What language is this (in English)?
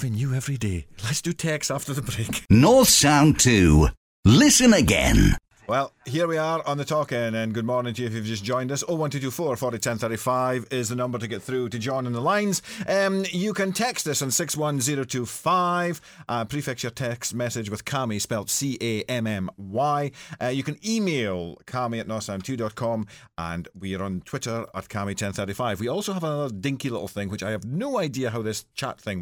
English